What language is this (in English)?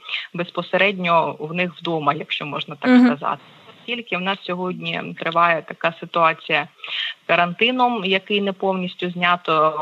Ukrainian